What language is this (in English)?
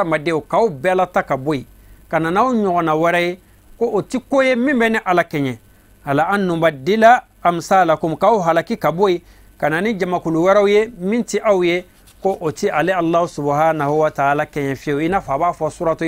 Bambara